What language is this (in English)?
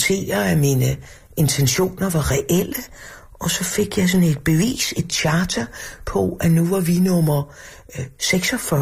Danish